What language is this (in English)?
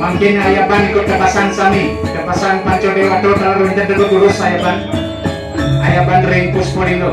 Balinese